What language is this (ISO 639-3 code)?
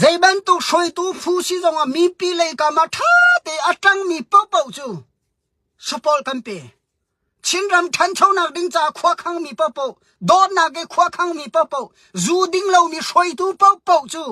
cnh